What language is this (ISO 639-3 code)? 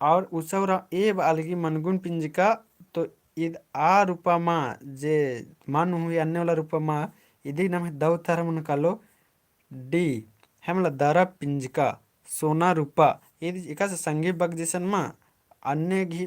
kru